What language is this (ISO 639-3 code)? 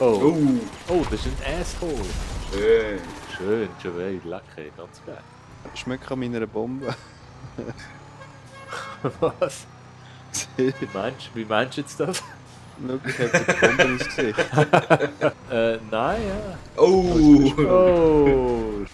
gsw